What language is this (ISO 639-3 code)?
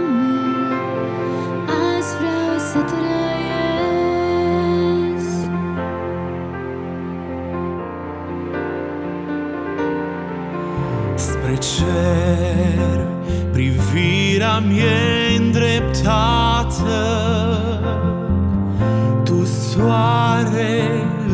ron